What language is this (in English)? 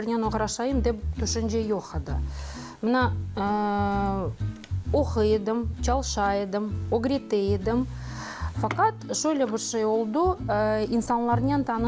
Crimean Tatar